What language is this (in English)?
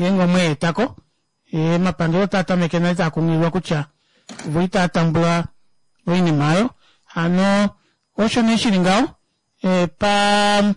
Kuanyama